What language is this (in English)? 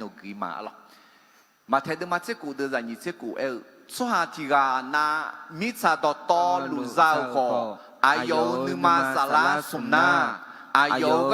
Akha